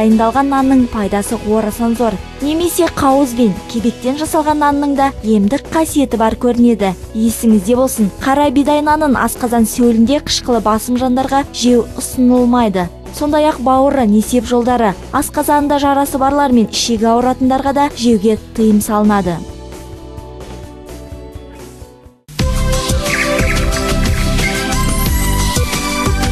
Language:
Kazakh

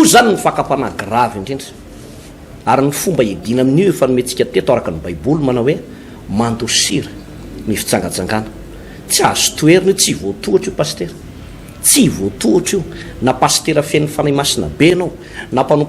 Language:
Malagasy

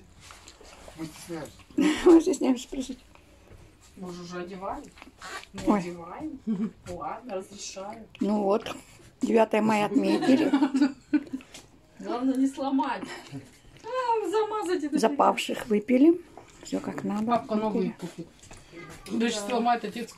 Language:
Russian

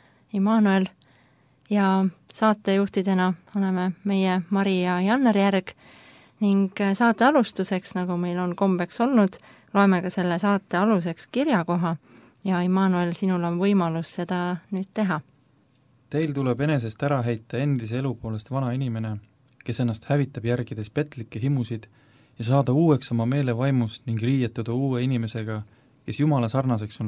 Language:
Estonian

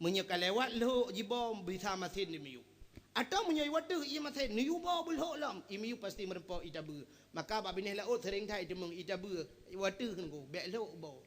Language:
Achinese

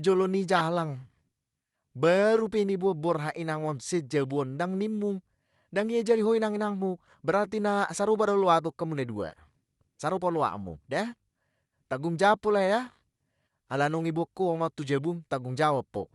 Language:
Batak Toba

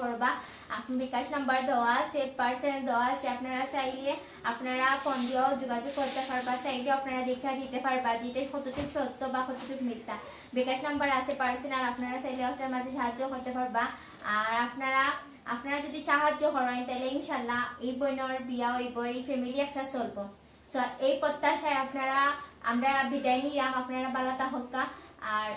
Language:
Sylheti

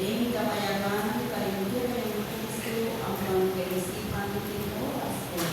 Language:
Pampanga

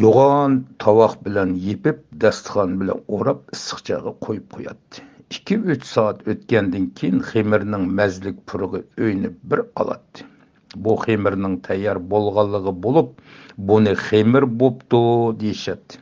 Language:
Uyghur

